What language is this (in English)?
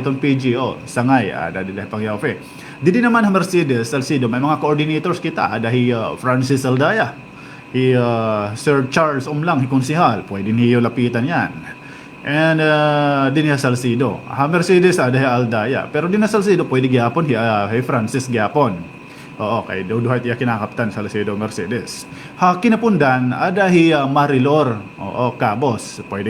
Waray